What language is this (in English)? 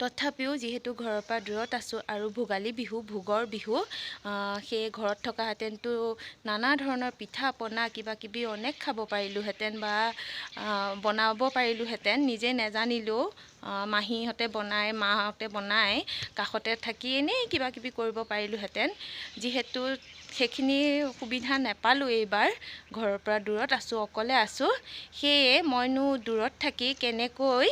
Assamese